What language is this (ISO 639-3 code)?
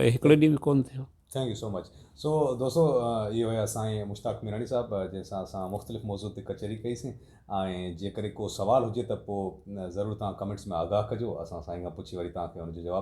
snd